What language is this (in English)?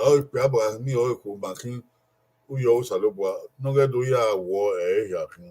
Bini